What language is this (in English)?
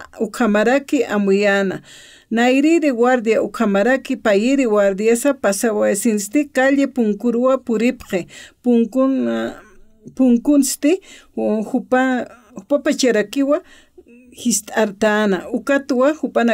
Aymara